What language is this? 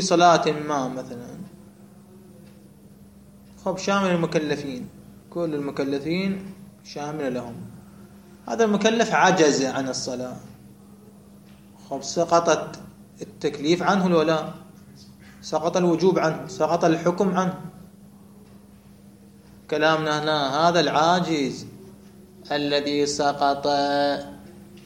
Arabic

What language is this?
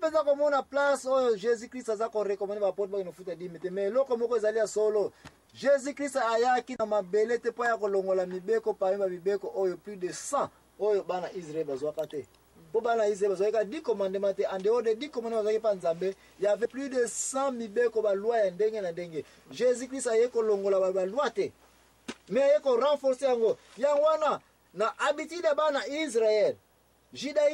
Lingala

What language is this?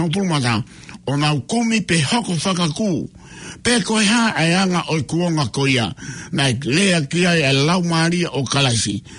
Tongan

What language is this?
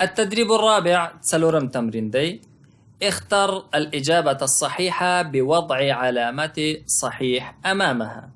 Pashto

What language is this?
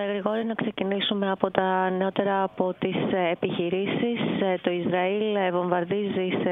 Greek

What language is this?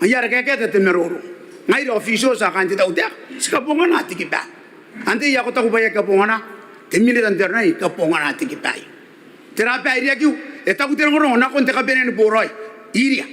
Gilbertese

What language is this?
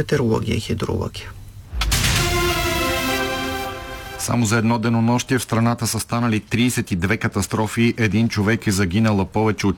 Bulgarian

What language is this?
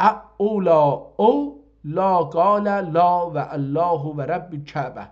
South Azerbaijani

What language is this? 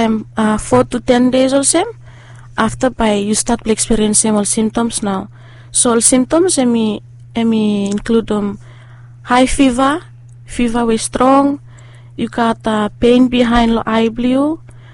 Bislama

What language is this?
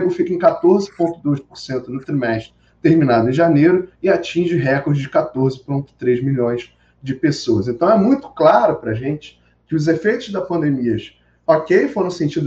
Portuguese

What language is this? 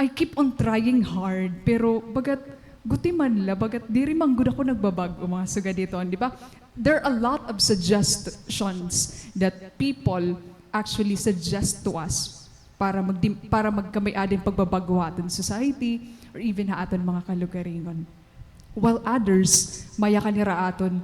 Waray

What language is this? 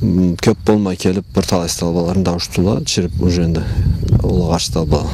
Karachay-Balkar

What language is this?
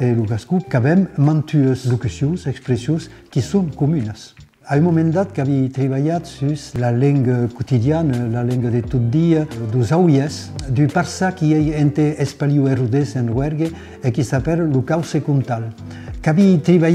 Occitan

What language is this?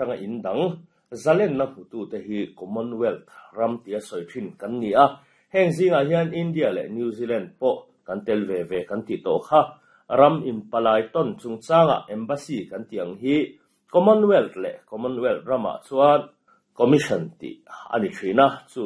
Mizo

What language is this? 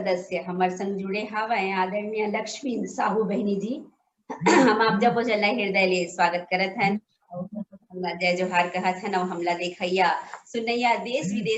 Chhattisgarhi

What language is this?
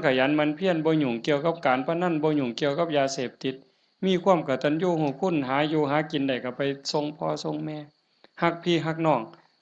Northeastern Thai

